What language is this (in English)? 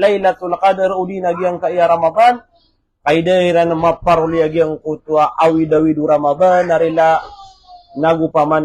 Maranao